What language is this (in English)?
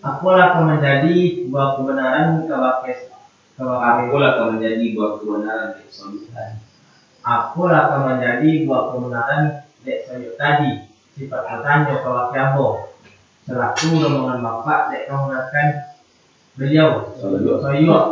Minangkabau